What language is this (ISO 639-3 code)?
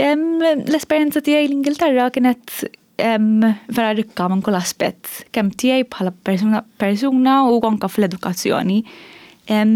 mlt